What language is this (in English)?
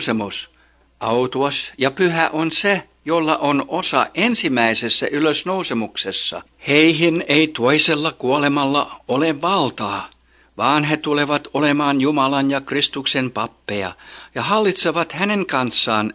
Finnish